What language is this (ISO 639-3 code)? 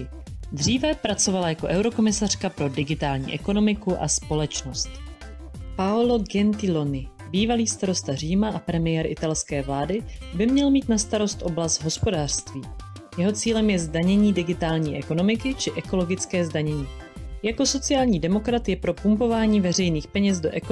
ces